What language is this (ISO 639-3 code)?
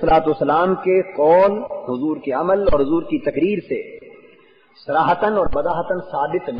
urd